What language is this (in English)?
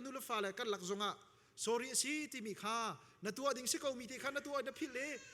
Hakha Chin